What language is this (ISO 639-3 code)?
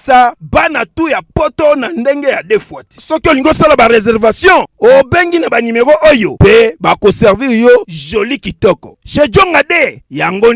lin